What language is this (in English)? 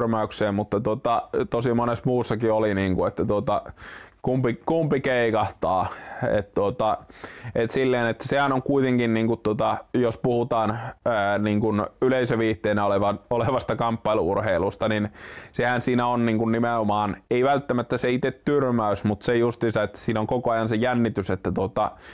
Finnish